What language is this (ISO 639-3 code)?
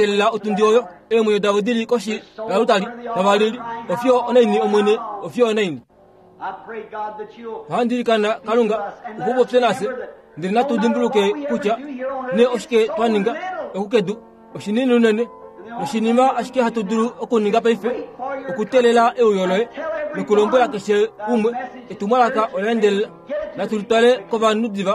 kua